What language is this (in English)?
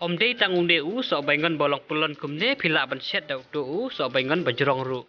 Khasi